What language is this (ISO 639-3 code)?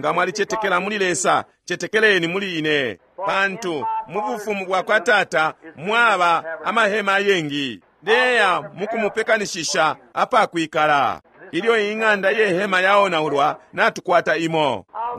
bem